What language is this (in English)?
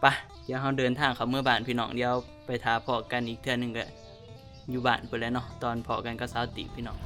Northeastern Thai